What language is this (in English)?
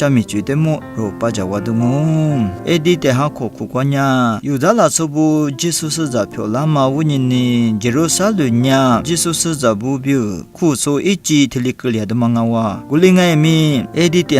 Lisu